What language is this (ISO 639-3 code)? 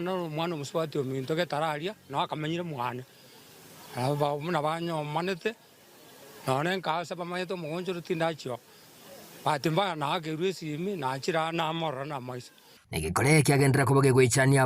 guz